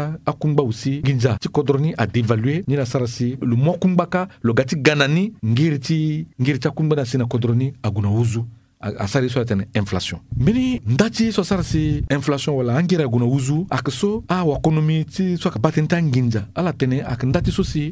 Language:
Sango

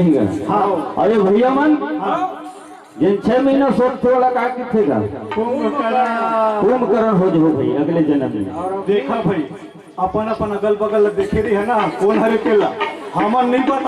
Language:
Chhattisgarhi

